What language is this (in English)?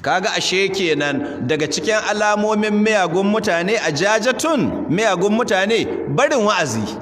Hausa